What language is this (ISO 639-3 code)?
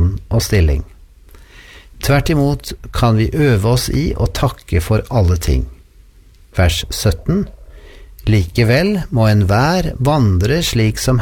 nor